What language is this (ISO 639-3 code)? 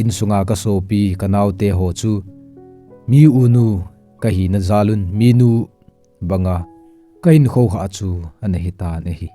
tcz